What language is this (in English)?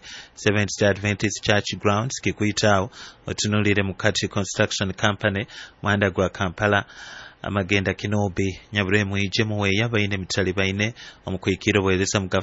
Nyoro